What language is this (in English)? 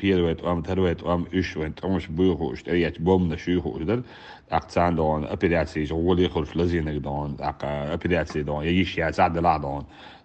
Chechen